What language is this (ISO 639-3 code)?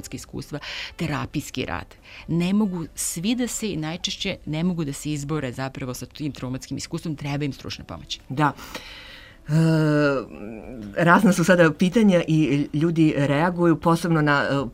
srp